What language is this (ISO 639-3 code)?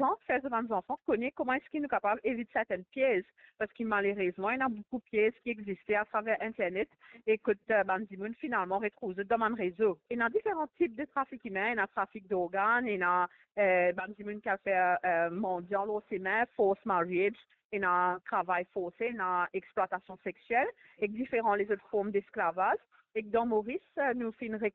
mfe